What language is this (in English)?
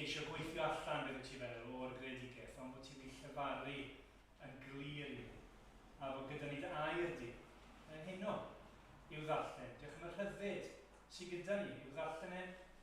Welsh